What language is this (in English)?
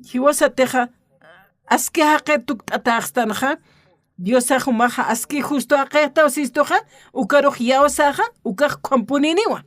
Aymara